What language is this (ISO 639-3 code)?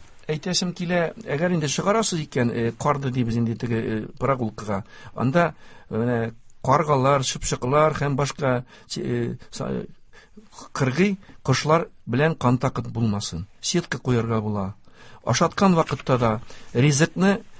tat